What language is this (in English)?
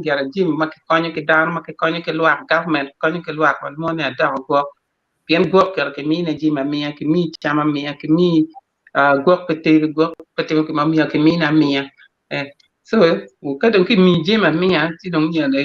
Acoli